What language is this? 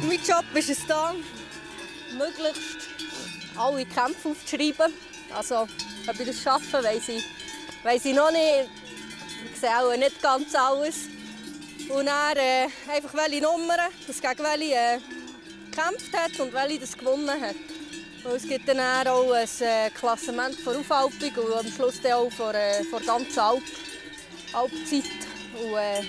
Swiss German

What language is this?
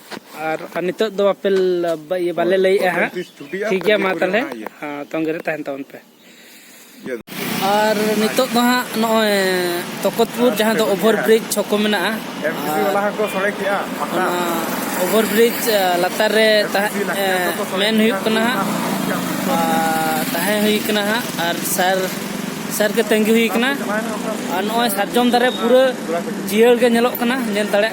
Santali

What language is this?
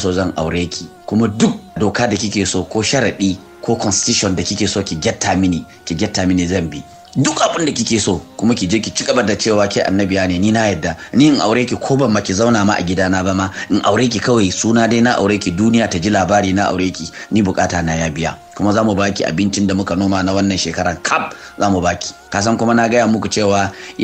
Hausa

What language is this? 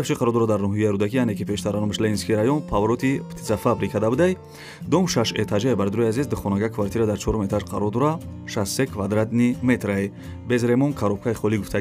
Tajik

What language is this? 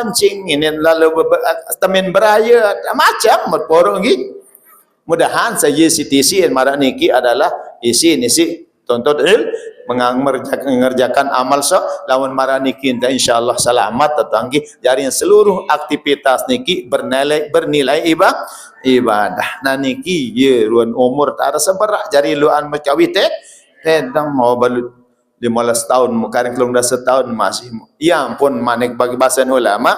Sasak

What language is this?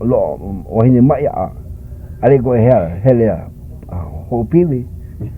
Hawaiian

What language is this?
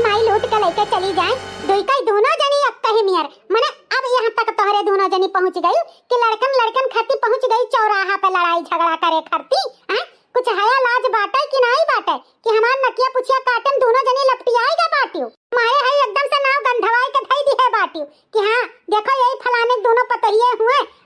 Awadhi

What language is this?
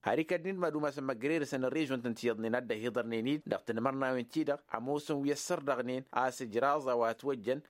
Tamasheq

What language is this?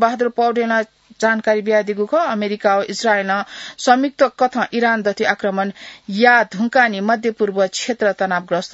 Newari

